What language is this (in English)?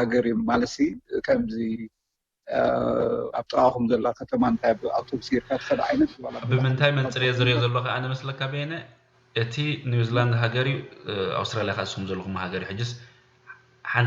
Tigrinya